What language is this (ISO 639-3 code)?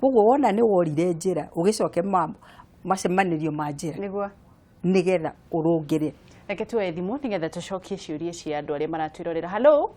kik